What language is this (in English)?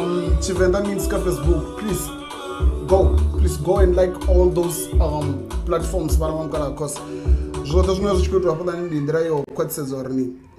Venda